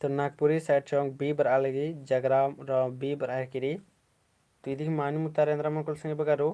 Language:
Kurukh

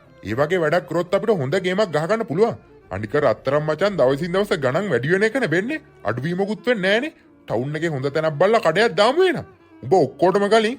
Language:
Sinhala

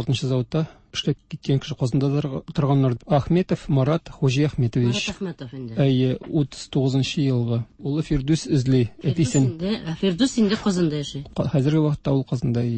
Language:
Tatar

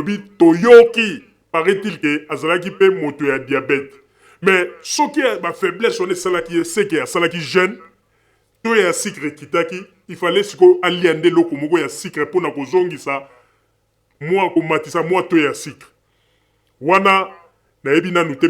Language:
Lingala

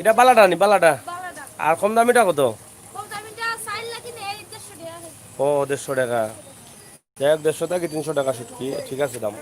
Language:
Sylheti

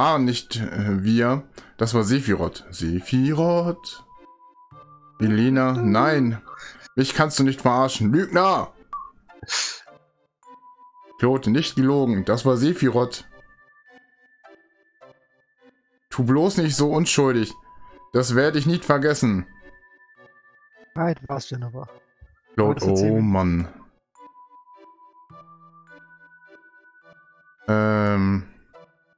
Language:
German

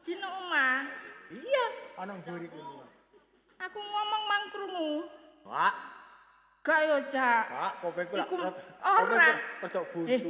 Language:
Javanese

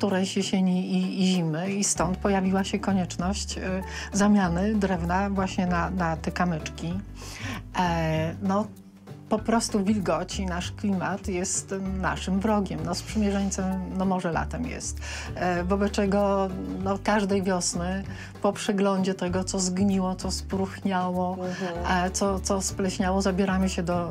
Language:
Polish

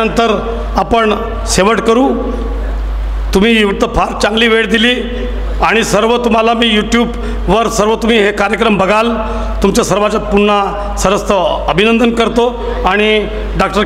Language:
Marathi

